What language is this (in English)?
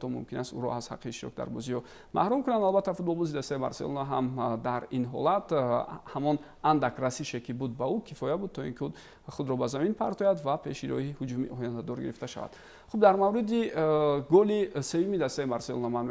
Tajik